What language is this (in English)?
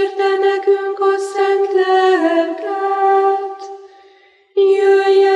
Hungarian